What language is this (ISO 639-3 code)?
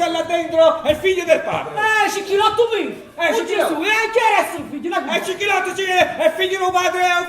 nap